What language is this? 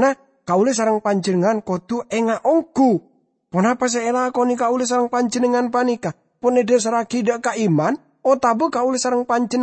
Madurese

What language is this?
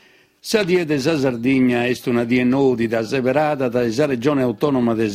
Sardinian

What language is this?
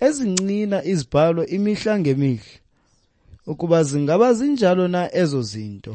Xhosa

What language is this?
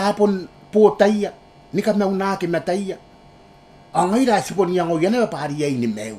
Gilbertese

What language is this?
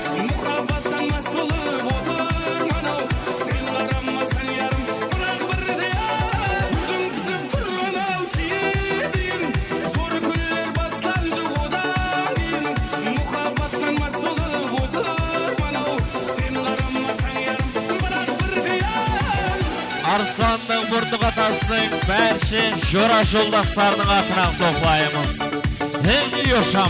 Kara-Kalpak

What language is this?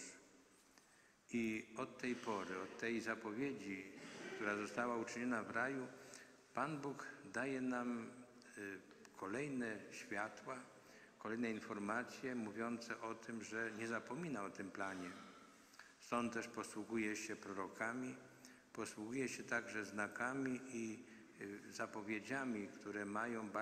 Polish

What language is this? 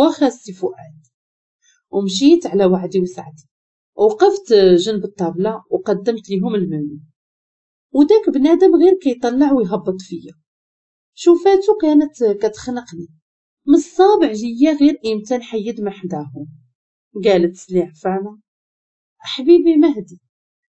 Moroccan Arabic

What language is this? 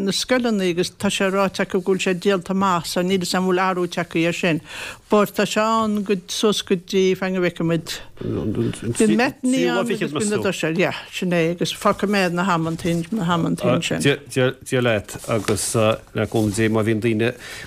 Irish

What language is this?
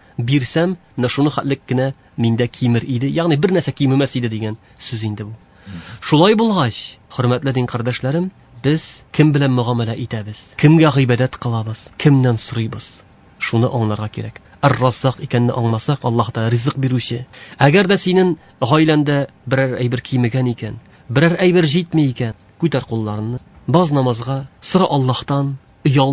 Tatar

